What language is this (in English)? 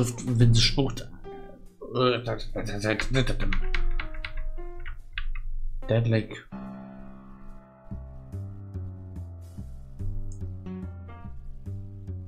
German